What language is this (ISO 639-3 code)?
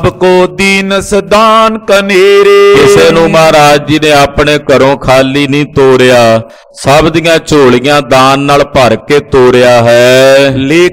pan